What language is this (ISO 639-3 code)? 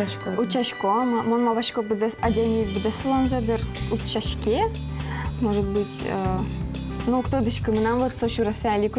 udm